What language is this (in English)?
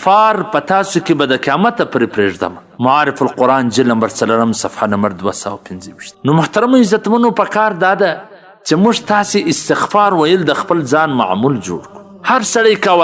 Pashto